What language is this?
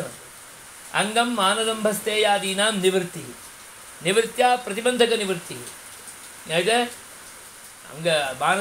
Sanskrit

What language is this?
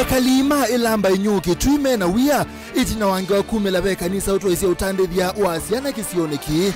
Kamba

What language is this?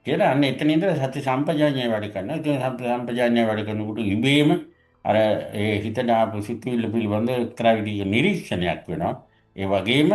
Sinhala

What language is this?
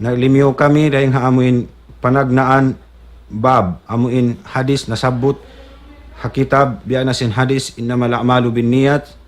Tausug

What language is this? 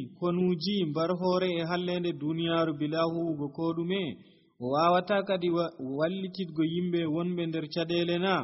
Nigerian Fulfulde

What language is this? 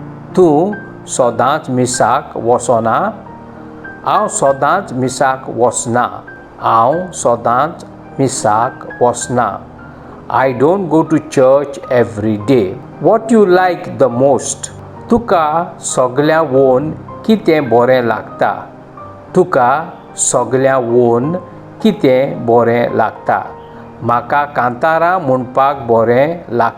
Konkani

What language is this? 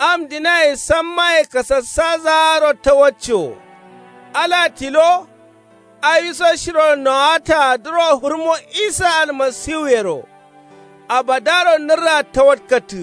Kanuri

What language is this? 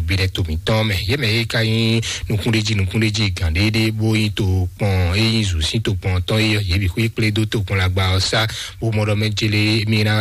Fon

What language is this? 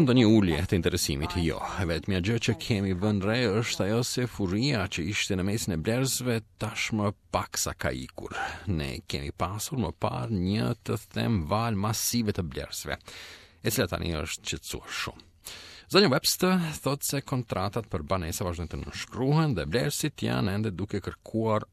Albanian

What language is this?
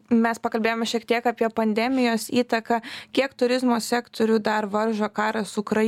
Lithuanian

